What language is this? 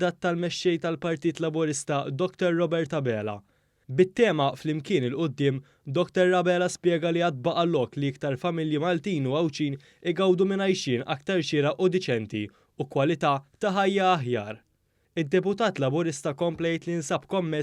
Maltese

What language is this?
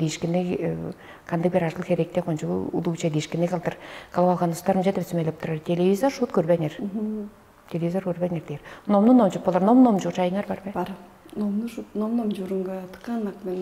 Tuvinian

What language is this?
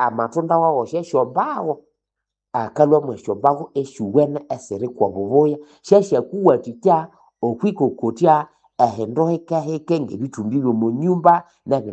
Nande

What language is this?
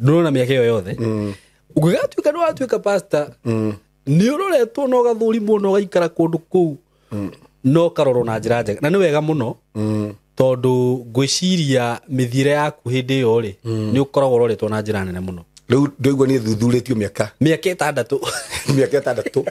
Kikuyu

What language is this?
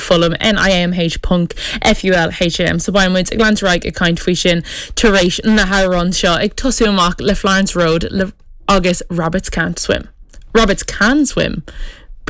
Irish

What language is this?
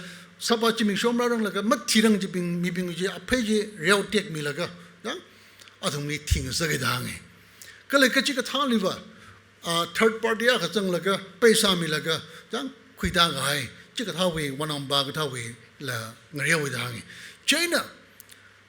Tangkhul Naga (India)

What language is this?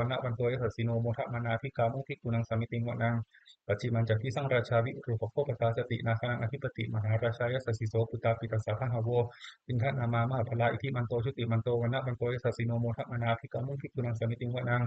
Pali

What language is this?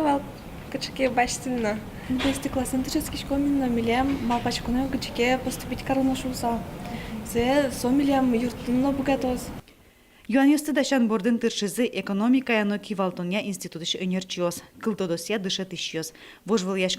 Udmurt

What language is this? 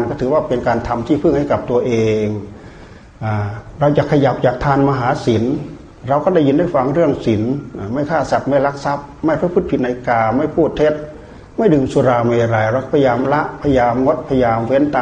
Thai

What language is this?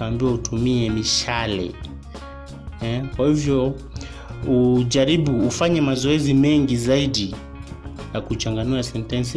Swahili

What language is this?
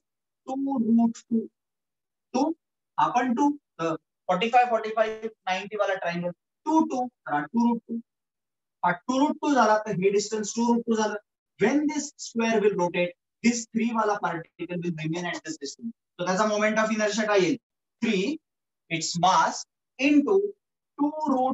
Marathi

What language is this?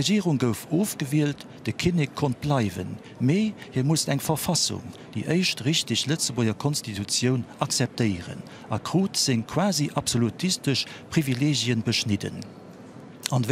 Luxembourgish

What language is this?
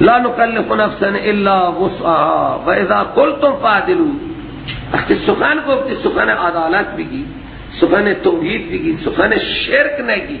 Persian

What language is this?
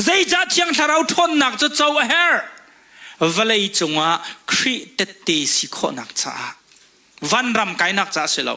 Hakha Chin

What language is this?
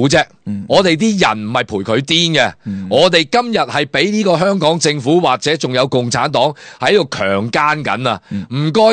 Cantonese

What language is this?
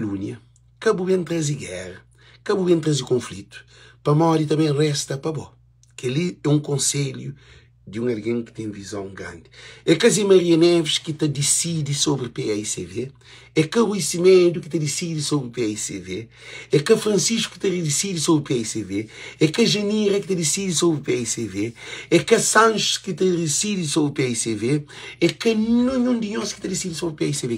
Kabuverdianu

